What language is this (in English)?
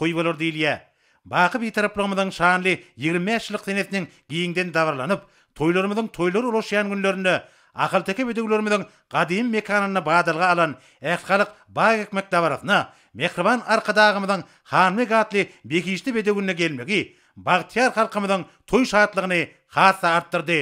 Turkmen